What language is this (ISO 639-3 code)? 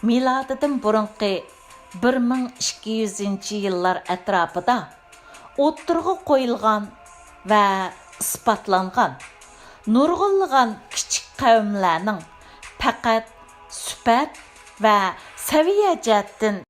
uig